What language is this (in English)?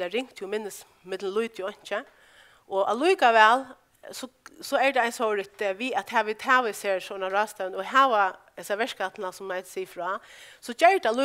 Faroese